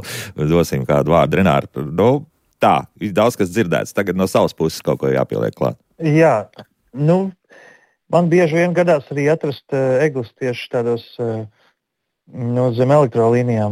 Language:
Latvian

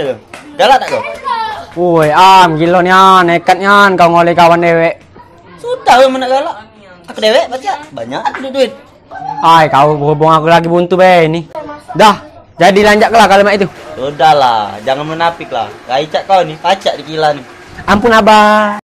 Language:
Musi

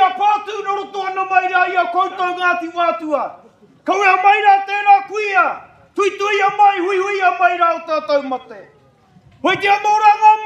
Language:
Māori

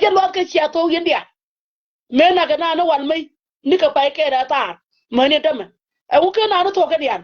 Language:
Nuer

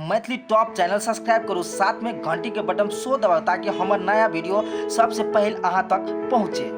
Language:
Maithili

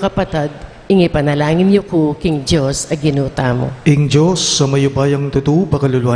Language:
Pampanga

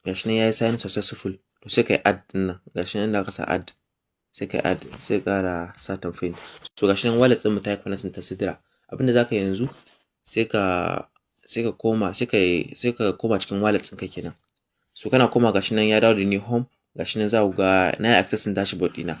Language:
Hausa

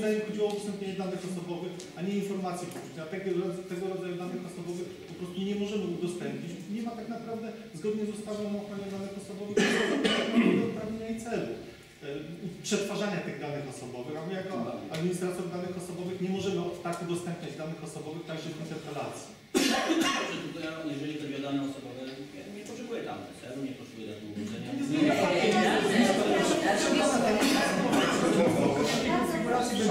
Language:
Polish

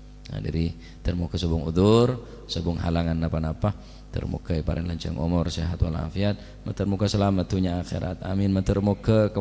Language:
Madurese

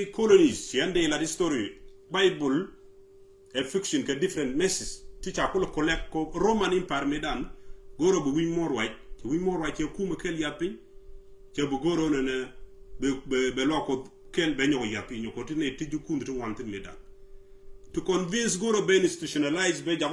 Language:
Nuer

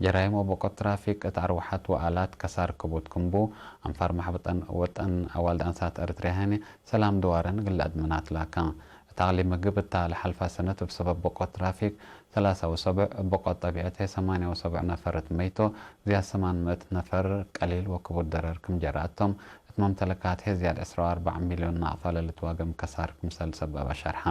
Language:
Tigre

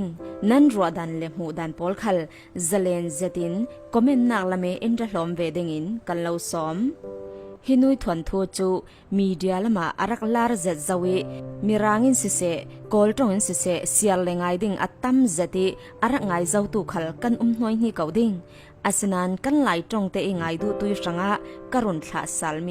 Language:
Falam Chin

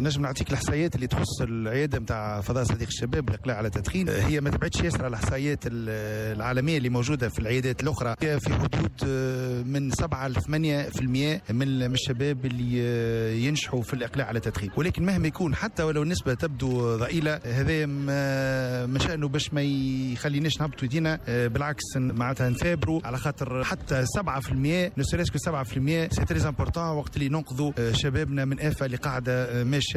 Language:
Tunisian Arabic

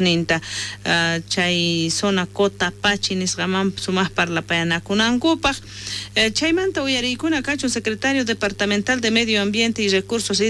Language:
South Bolivian Quechua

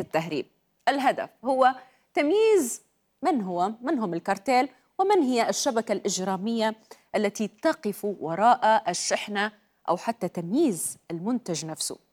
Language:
Arabic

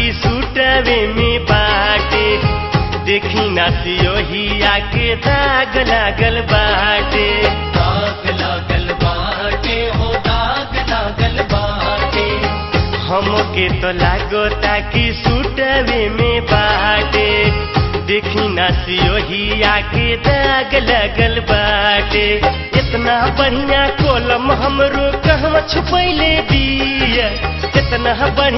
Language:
Bhojpuri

